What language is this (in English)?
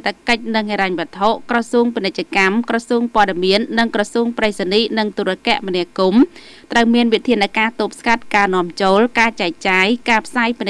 Khmer